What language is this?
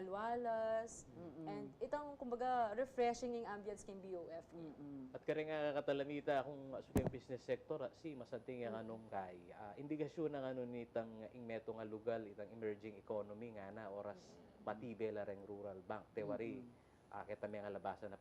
Pampanga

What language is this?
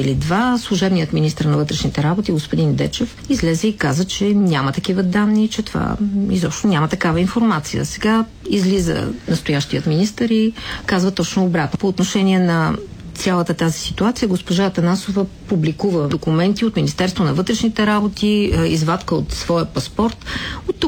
Bulgarian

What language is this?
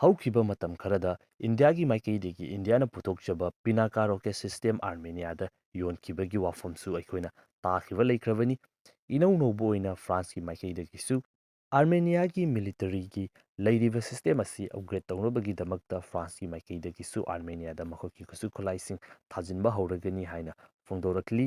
Manipuri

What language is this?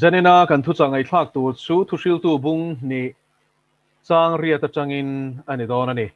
Mizo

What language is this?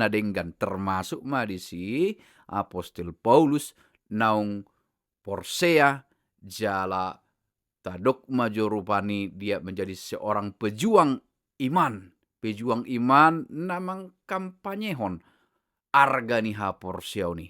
Batak Toba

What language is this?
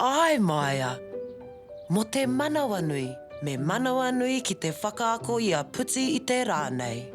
Māori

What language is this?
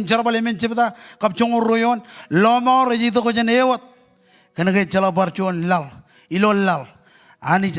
Marshallese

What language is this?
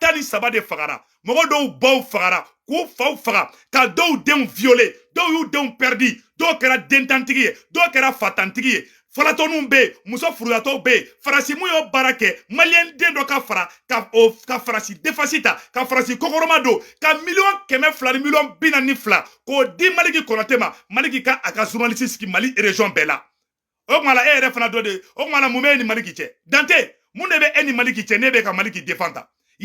Bambara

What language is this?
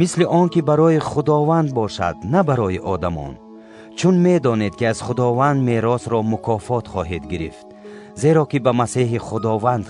Tajik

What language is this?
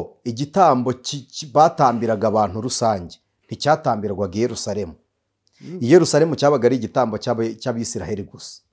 Kinyarwanda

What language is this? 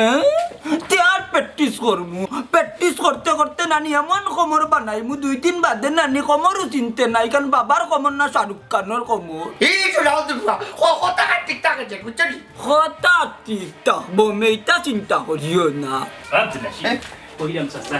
Sylheti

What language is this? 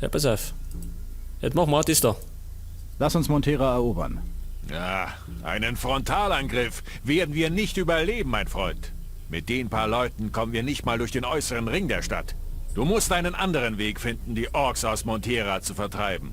Bavarian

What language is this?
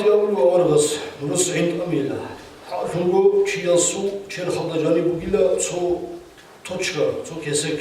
Avaric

